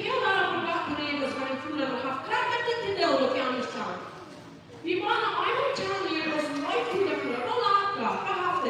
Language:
Plautdietsch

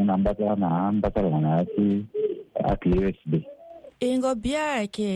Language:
Sango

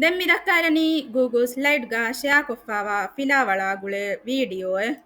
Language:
Divehi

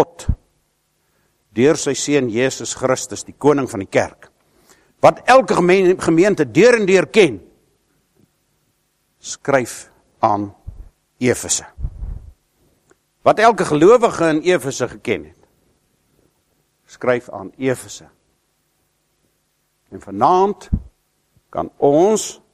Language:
Afrikaans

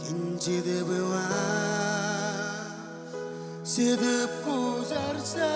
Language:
Marshallese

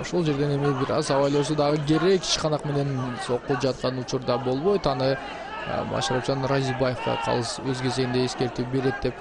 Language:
Kyrgyz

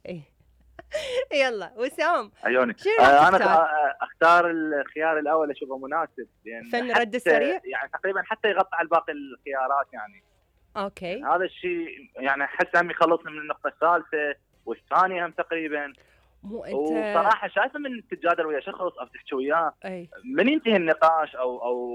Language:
Mesopotamian Arabic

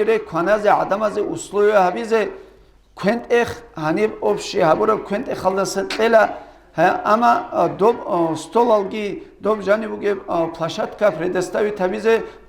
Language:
Avaric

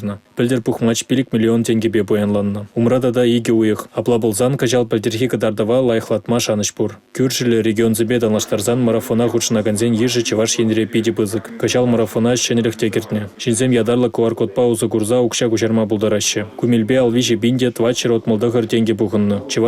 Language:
Chuvash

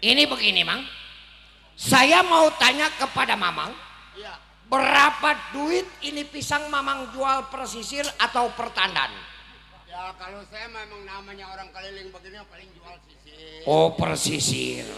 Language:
Betawi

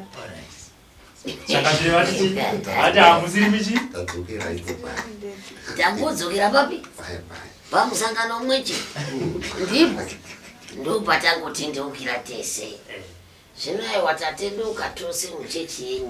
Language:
Shona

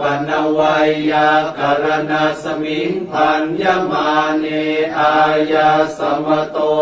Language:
Pali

